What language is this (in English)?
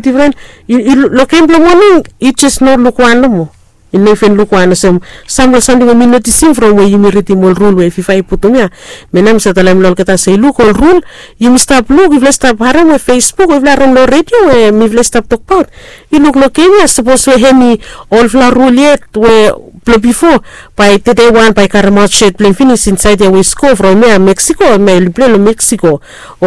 Bislama